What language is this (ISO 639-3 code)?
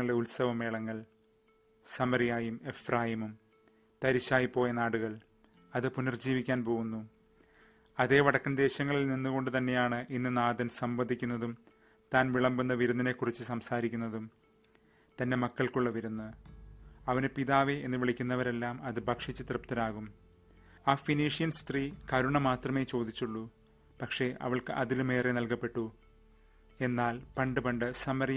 mal